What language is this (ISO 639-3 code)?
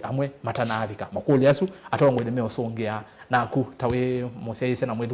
kam